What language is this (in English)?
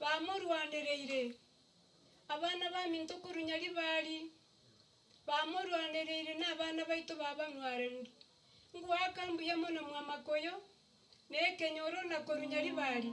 Gusii